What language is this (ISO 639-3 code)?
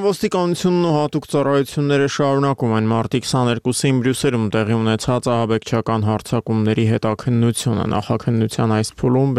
hye